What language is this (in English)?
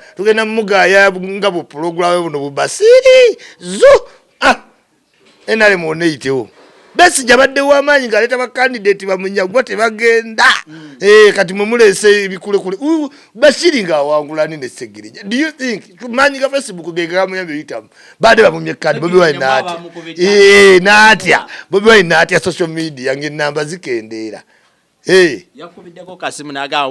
Ganda